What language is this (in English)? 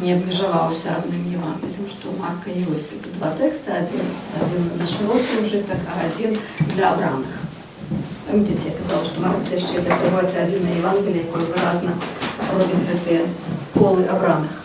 Belarusian